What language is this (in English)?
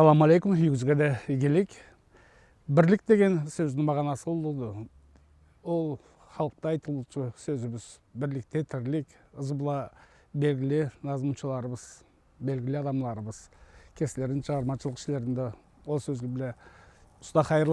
Karachay-Balkar